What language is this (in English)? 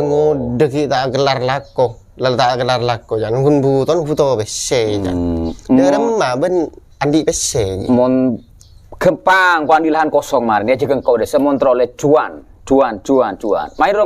Madurese